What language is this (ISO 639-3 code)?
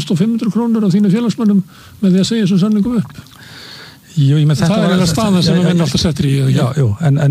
isl